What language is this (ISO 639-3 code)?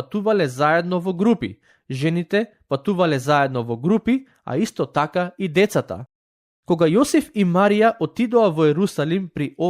mkd